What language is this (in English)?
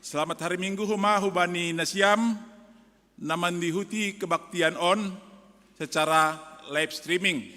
Batak Simalungun